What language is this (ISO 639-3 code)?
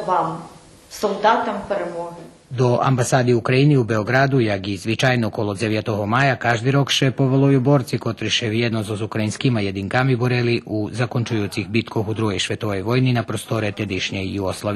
rue